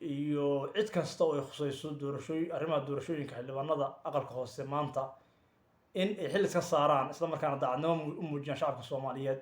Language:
Somali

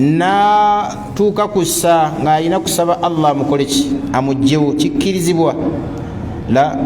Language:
Ganda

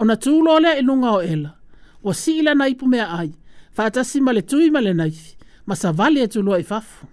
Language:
Samoan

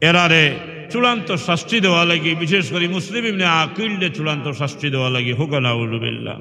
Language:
Sylheti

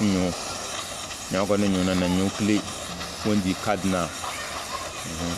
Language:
Tem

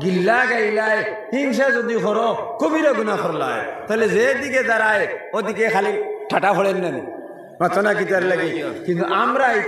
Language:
Sylheti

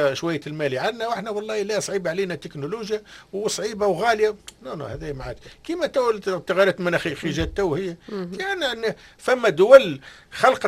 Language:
Tunisian Arabic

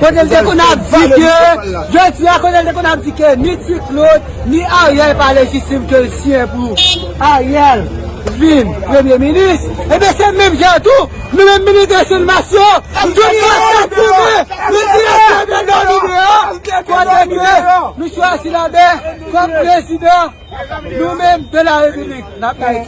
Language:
Haitian Creole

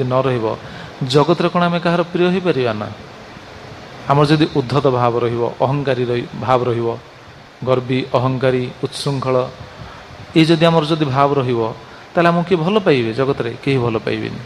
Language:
Odia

